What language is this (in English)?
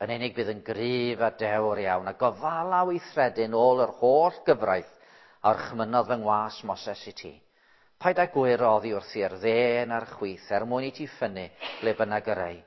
Welsh